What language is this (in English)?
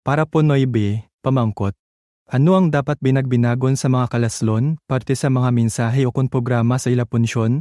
Hiligaynon